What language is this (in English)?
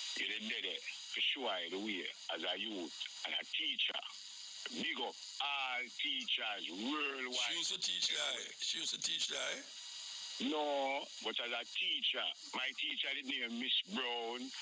Jamaican Creole English